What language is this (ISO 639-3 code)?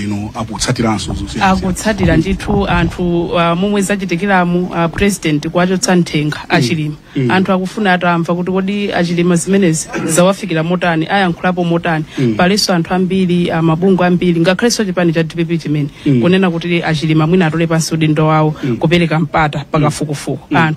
nya